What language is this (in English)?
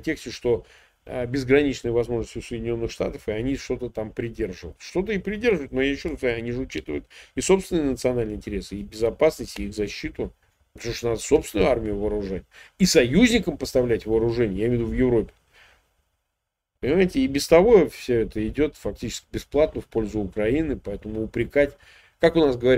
Russian